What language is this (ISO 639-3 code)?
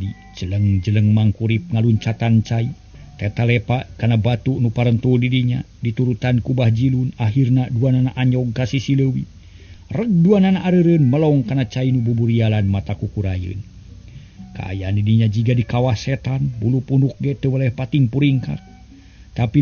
sun